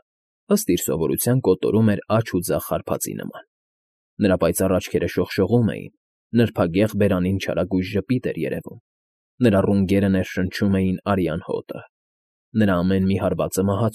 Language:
Armenian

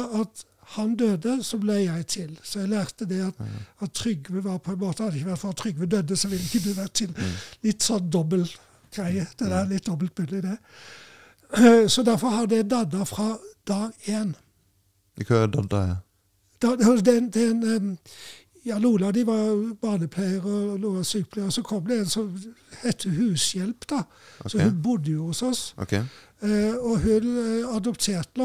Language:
Norwegian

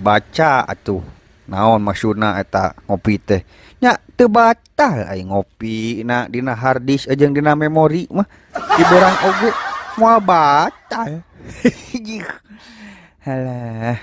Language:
Sundanese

